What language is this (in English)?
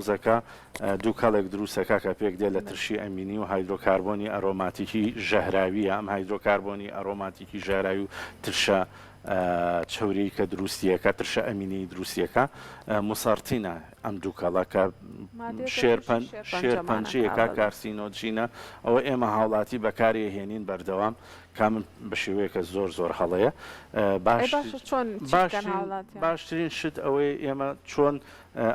Central Kurdish